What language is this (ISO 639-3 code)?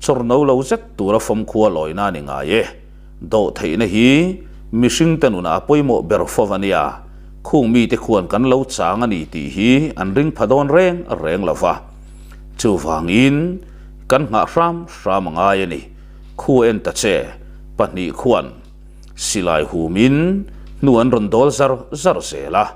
lus